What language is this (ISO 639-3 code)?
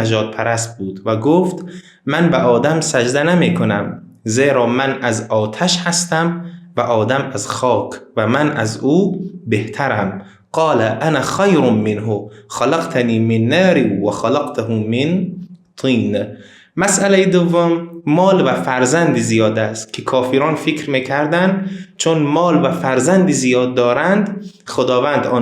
tgk